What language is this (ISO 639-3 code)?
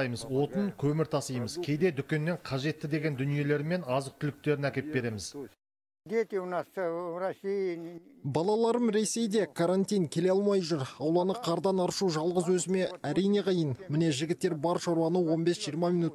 kaz